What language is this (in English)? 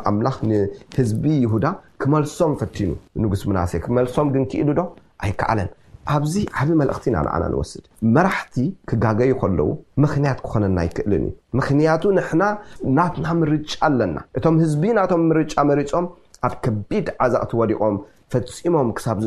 Tigrinya